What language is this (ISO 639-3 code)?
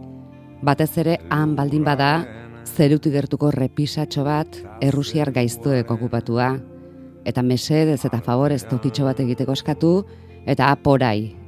eus